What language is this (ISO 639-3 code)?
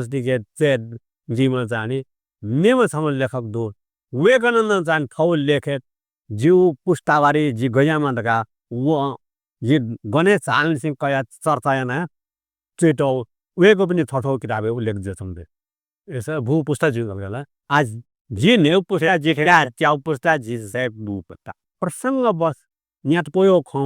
new